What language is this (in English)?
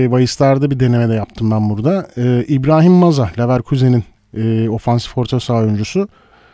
Turkish